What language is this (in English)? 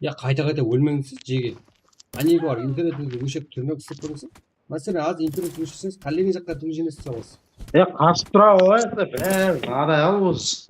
Kara-Kalpak